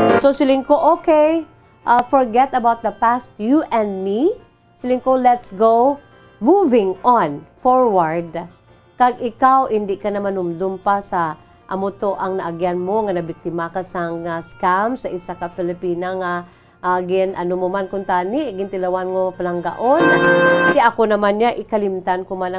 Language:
Hiligaynon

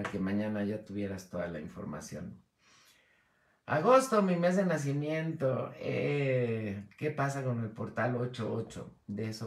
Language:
Spanish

